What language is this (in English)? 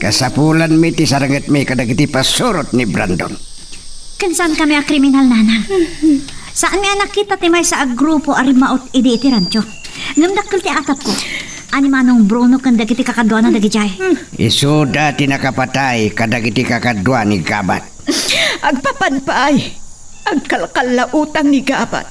Iloko